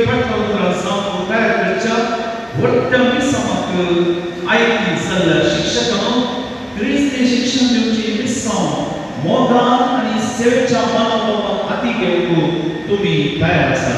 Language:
Konkani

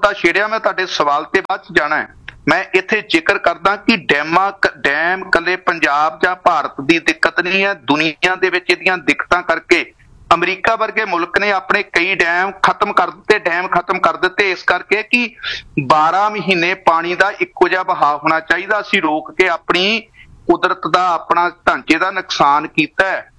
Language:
Punjabi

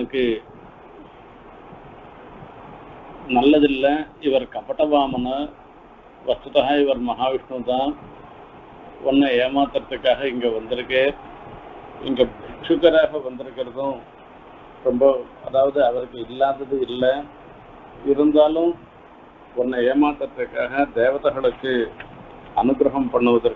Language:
Tamil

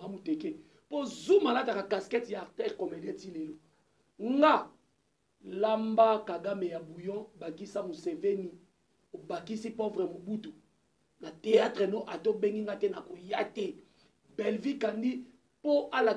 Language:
Lingala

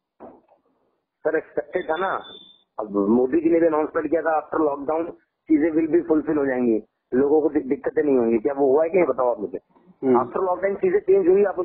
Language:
Hindi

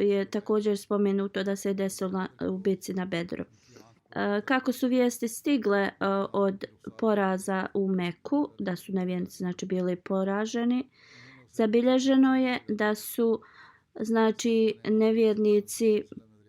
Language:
Bosnian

